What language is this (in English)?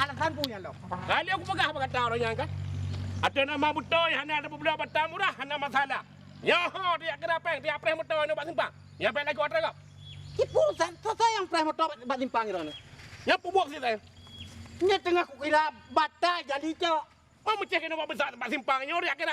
Achinese